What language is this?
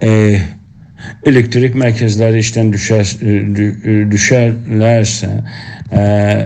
South Azerbaijani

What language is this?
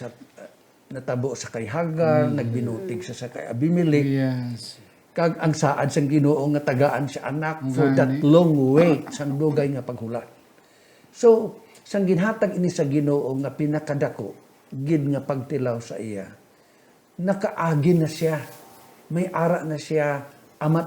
Hiligaynon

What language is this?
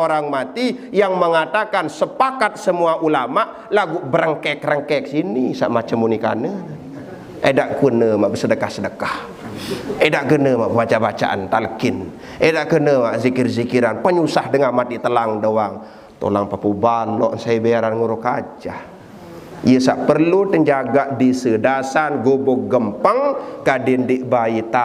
Sasak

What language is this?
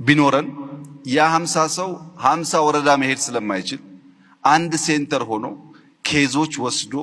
Amharic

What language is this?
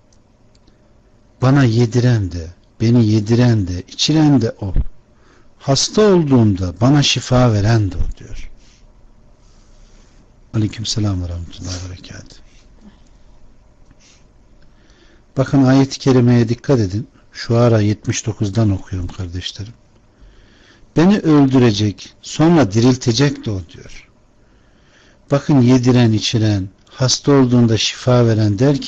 Turkish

